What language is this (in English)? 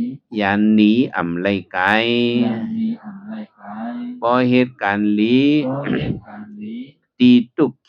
Shan